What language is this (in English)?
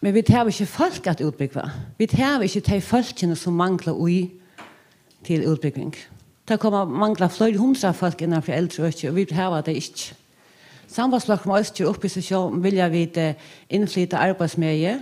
Faroese